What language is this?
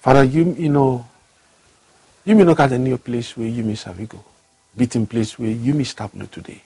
Bislama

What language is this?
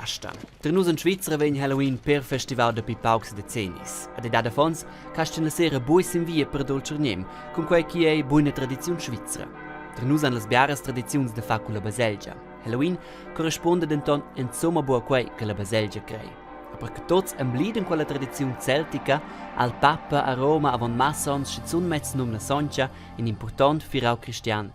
Romansh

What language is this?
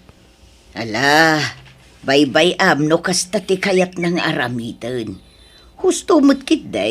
Iloko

